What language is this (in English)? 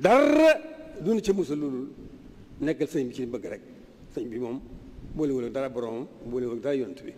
Wolof